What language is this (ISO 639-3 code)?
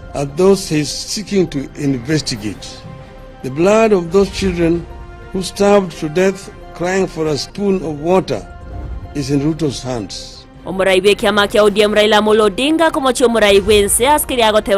guz